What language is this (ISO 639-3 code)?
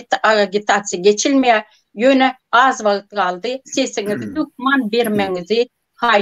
tuk